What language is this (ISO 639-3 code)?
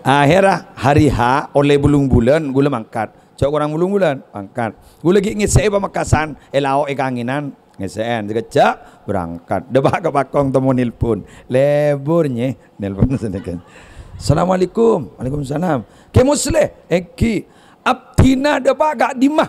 mad